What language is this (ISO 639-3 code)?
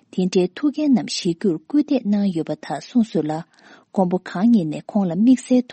bod